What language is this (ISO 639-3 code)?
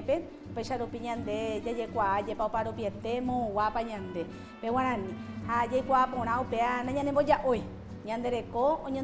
grn